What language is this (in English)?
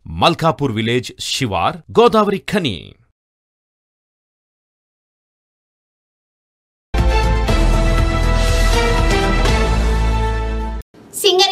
Telugu